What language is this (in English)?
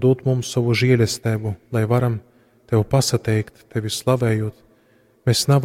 Latgalian